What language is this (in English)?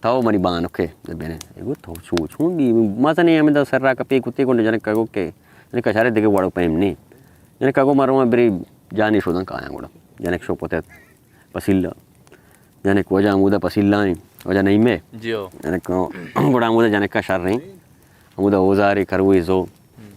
Baluchi